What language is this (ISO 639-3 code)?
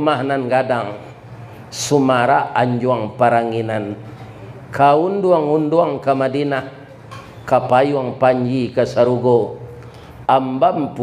min